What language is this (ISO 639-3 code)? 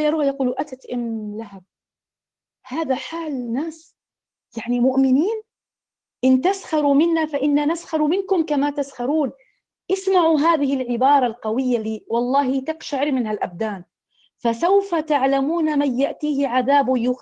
ara